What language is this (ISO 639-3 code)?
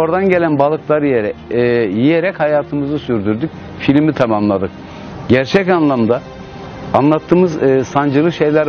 tur